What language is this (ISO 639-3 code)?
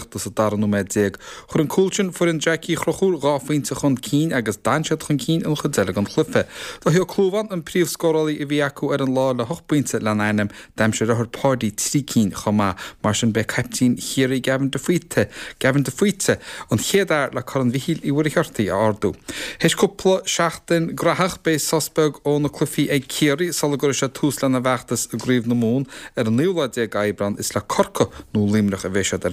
gle